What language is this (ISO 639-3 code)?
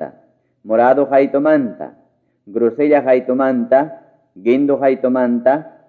quy